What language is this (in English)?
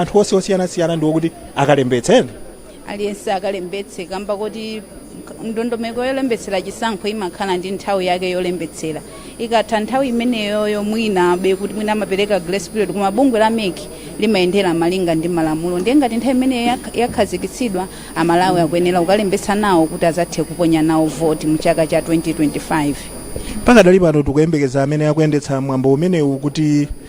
Nyanja